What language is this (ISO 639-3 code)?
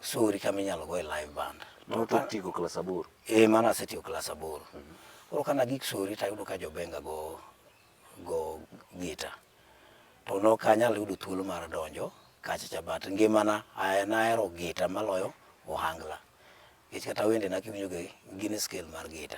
luo